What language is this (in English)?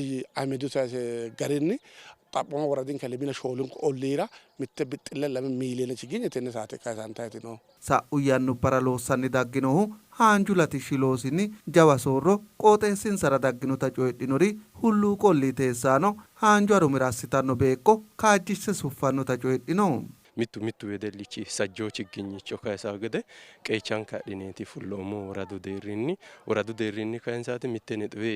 Sidamo